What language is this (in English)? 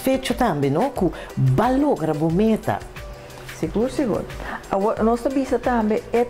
Papiamento